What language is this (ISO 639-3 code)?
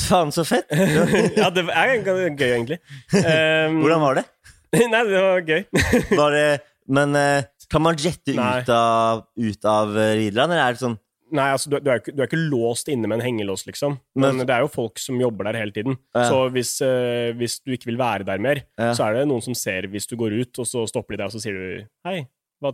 nor